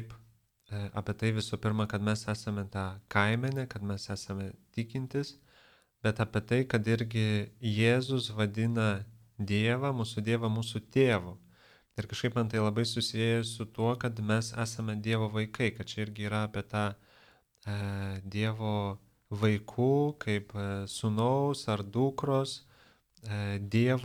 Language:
Lithuanian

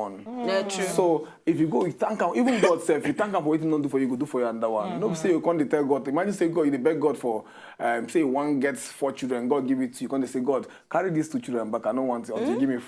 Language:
Nigerian Pidgin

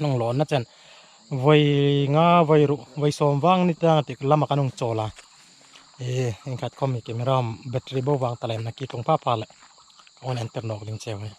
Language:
Hmar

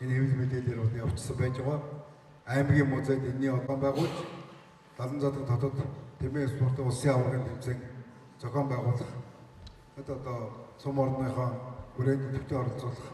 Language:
Mongolian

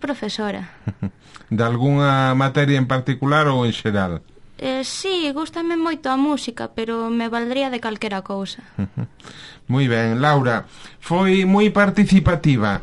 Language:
Galician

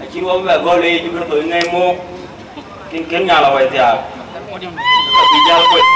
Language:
Dinka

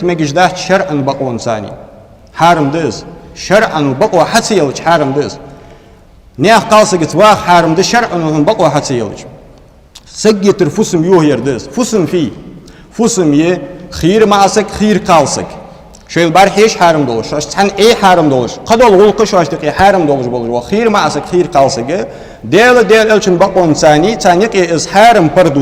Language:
Ingush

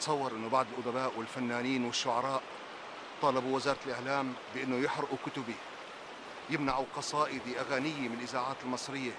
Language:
North Levantine Arabic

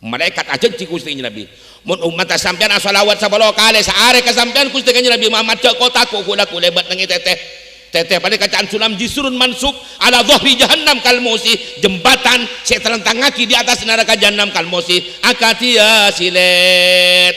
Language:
Madurese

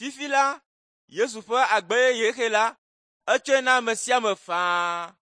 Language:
Ewe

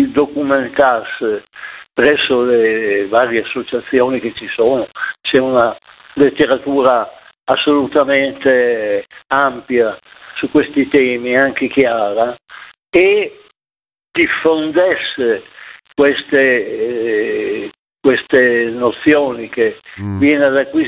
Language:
Italian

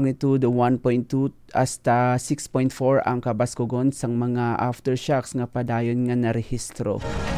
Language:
Hiligaynon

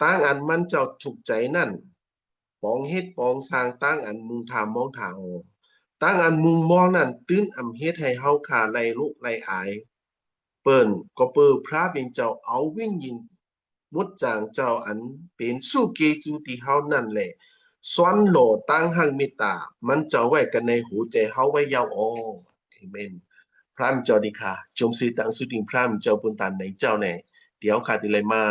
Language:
Shan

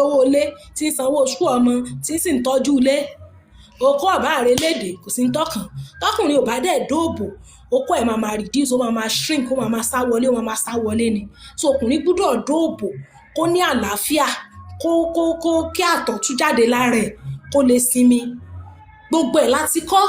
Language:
Yoruba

